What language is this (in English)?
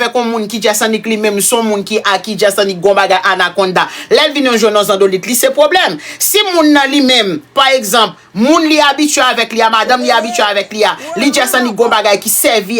Haitian Creole